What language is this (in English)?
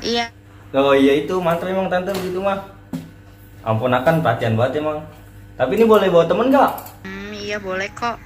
Betawi